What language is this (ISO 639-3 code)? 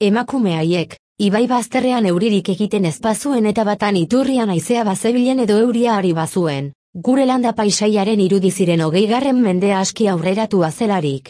eus